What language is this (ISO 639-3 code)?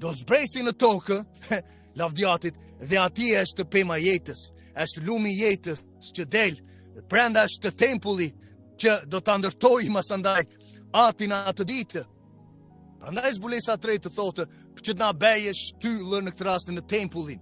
sqi